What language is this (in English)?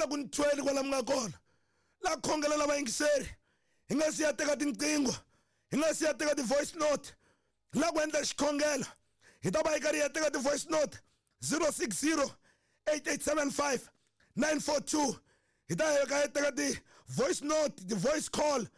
Tsonga